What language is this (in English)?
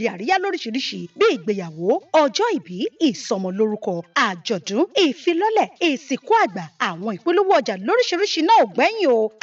Yoruba